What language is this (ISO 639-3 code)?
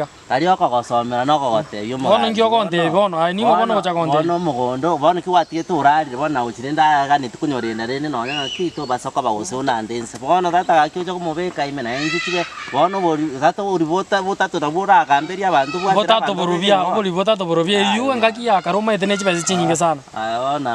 guz